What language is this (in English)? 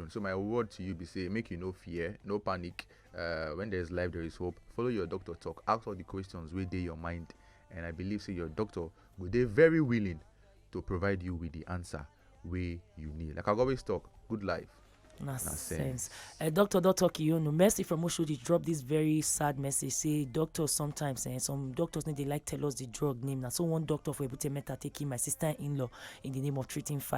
Nigerian Pidgin